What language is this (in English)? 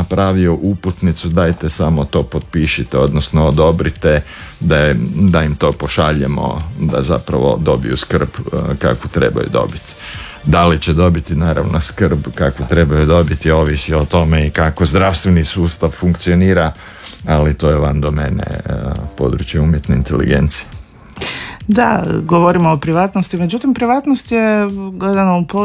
Croatian